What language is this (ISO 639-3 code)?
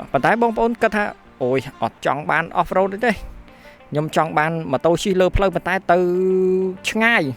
khm